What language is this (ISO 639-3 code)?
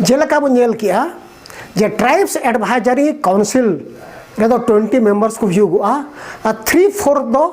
sat